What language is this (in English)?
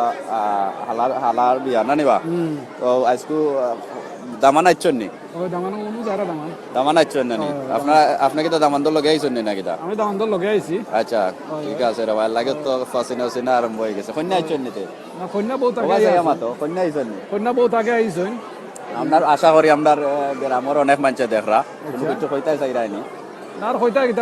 Sylheti